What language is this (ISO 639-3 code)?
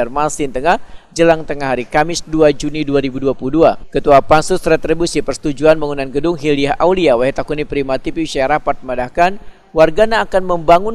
bjn